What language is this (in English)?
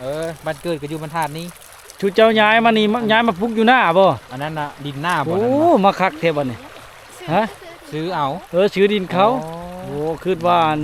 Lao